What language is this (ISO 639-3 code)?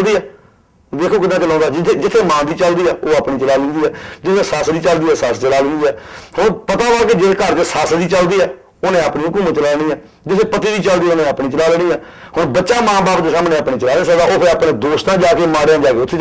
pan